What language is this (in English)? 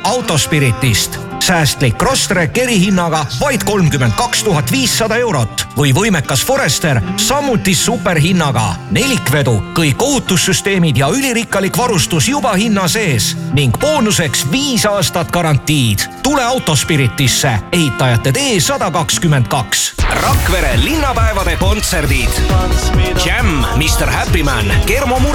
Estonian